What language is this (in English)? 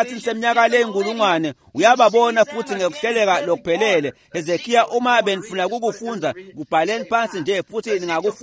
Swati